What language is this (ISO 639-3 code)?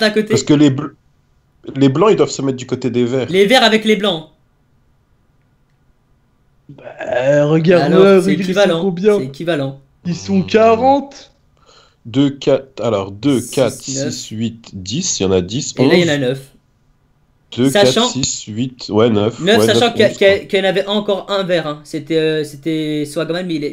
fra